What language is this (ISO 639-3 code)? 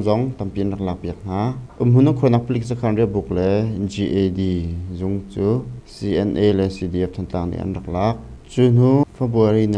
cnh